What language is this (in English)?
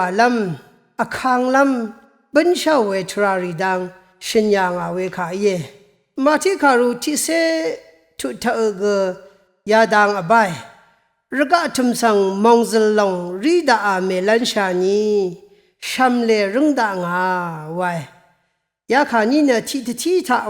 Rawang